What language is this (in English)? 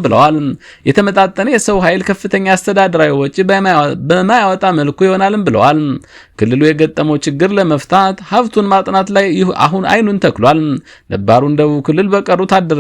Amharic